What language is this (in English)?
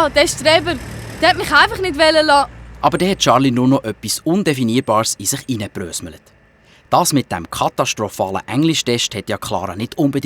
Swiss German